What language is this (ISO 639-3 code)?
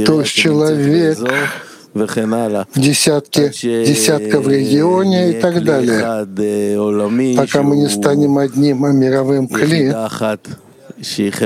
rus